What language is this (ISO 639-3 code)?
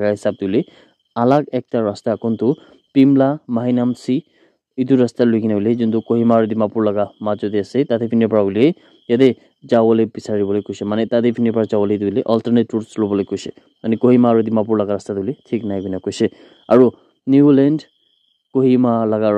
nag